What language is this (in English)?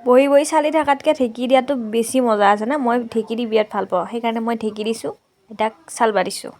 Assamese